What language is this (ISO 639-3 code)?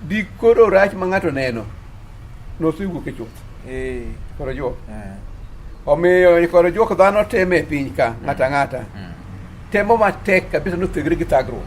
luo